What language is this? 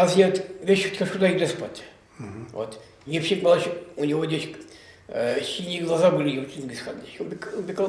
Chuvash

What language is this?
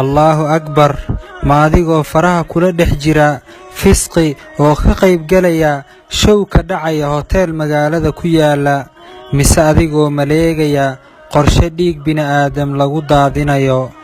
Somali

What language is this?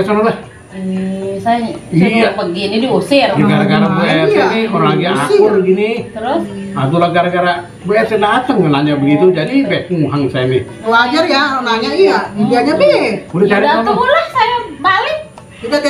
Betawi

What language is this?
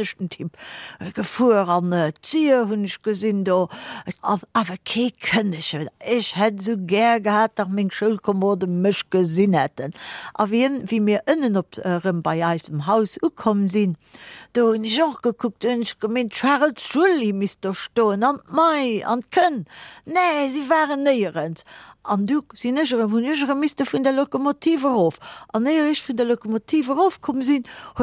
Luxembourgish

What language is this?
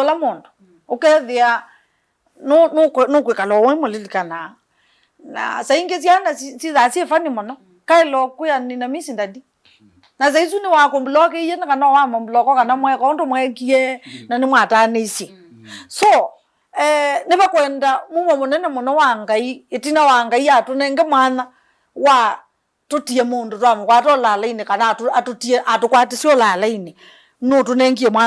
Kamba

